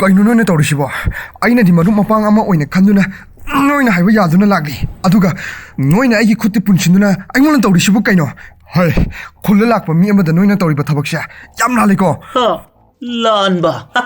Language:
Manipuri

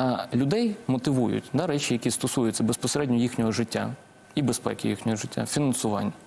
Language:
Ukrainian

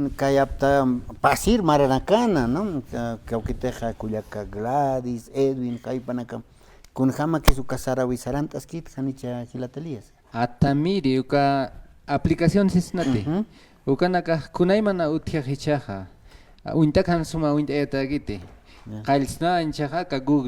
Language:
Aymara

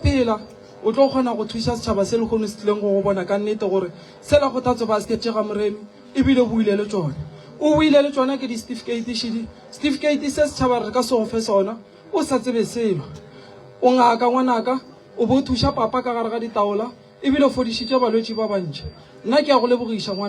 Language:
Northern Sotho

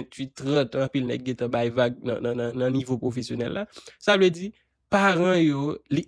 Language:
Haitian Creole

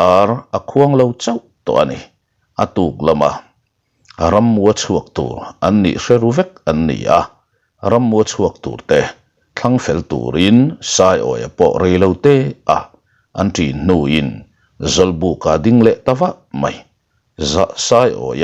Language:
Mizo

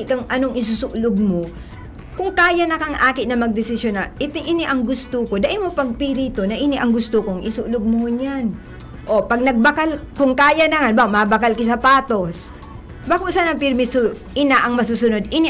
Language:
Bikol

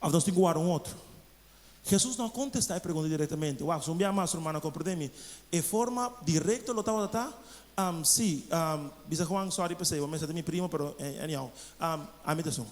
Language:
Papiamento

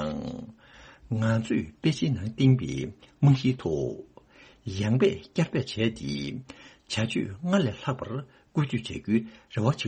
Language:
Tibetan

